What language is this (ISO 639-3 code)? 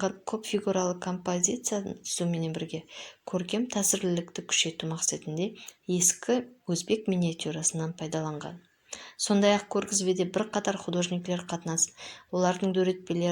kaa